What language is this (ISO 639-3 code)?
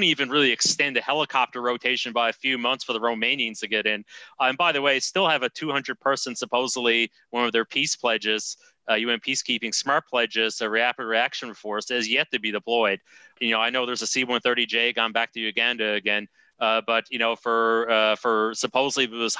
eng